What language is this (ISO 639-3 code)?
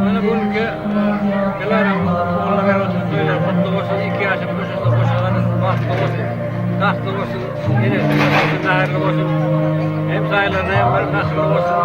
tuk